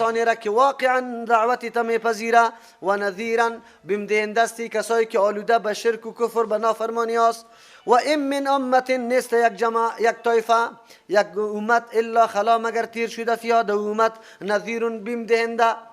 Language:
Persian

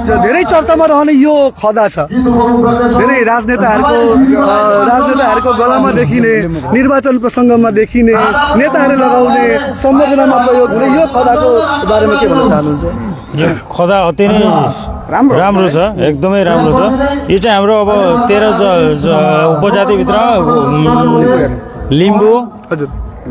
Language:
Nepali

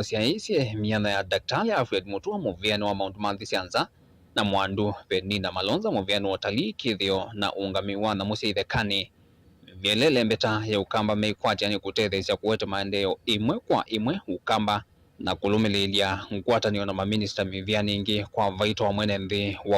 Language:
Kamba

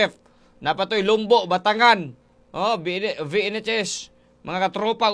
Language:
Cebuano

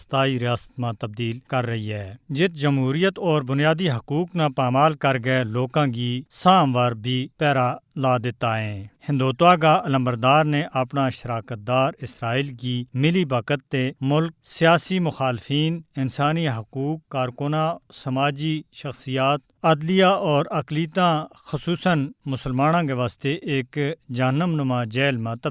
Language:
Gujari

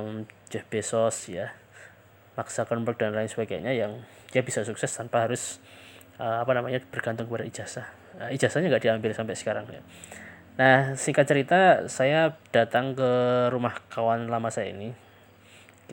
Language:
Indonesian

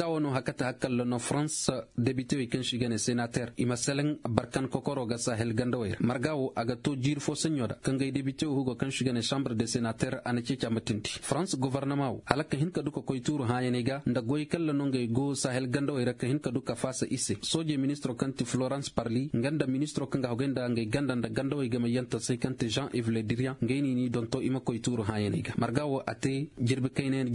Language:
Koyraboro Senni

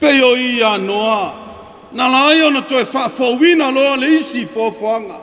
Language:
Samoan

